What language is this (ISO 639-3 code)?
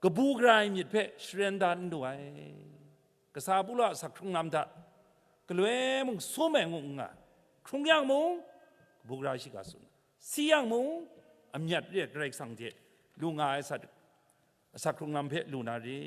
kac